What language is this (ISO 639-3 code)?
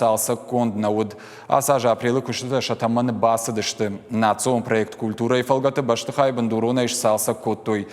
oss